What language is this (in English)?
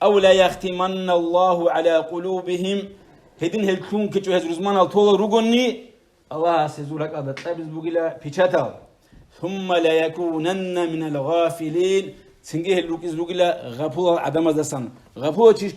Avaric